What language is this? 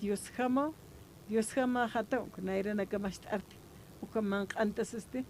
Aymara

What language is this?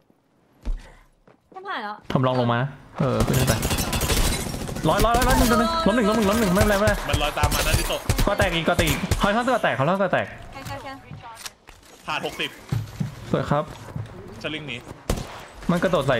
Thai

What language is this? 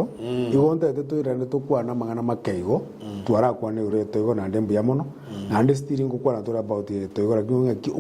Gusii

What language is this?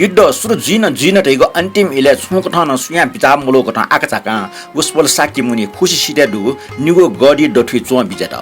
Newari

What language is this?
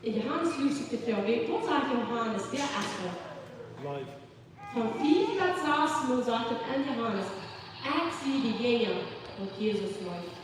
Plautdietsch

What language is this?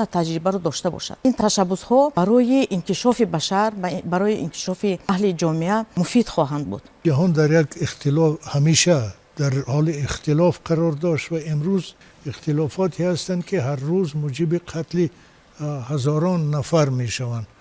Tajik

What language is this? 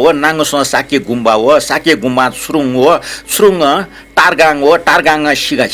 Newari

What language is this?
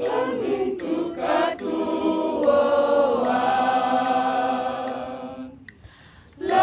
Toraja-Sa'dan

